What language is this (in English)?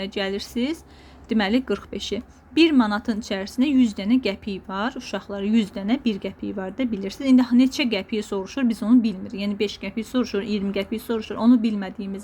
Azerbaijani